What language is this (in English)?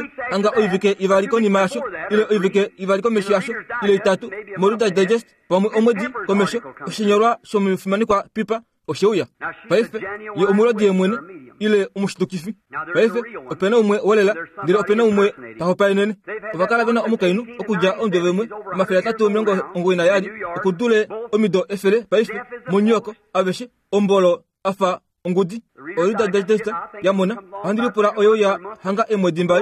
Kuanyama